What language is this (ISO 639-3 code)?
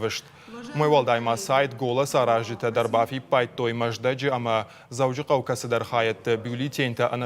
oss